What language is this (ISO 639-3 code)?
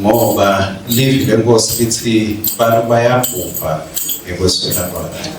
ssw